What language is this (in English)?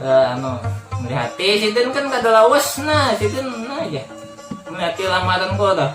Banjar